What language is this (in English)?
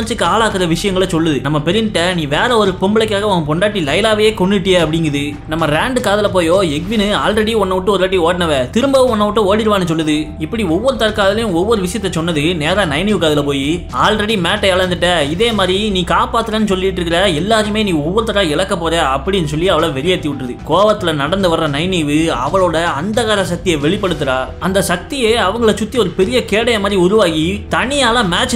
Tamil